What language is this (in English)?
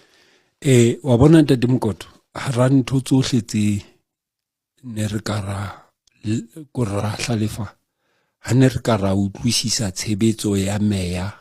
Southern Sotho